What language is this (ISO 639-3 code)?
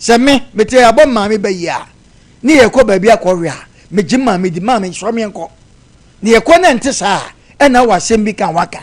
aka